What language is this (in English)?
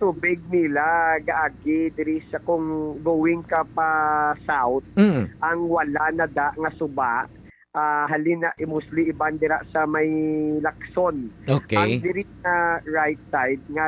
Hiligaynon